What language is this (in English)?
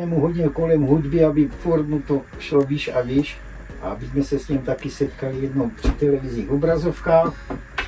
Czech